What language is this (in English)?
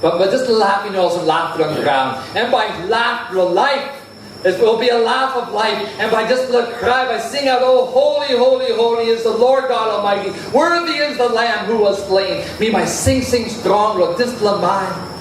Tok Pisin